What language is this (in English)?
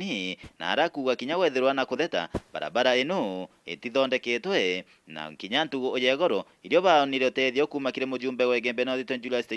Meru